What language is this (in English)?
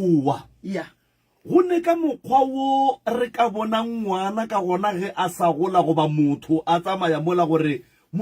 Northern Sotho